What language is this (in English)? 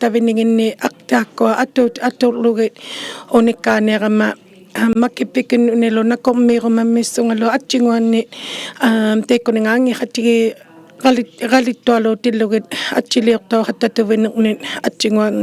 Inuktitut